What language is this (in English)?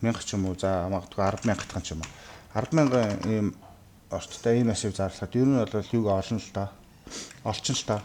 Mongolian